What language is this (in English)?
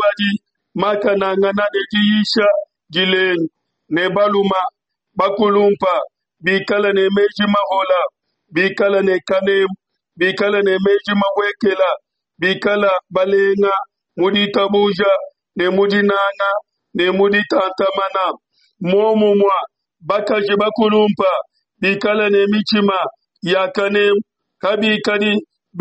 Luba-Lulua